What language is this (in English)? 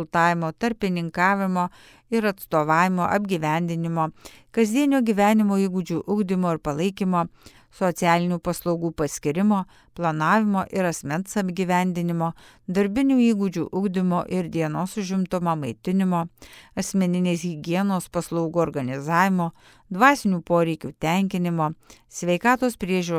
Lithuanian